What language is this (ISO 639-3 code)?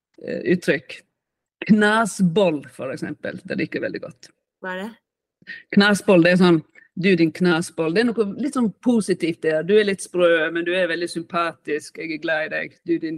nor